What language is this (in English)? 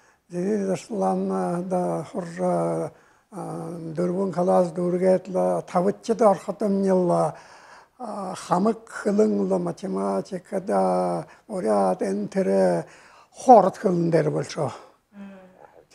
Buriat